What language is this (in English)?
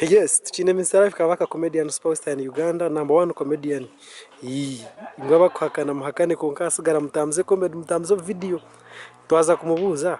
Nyankole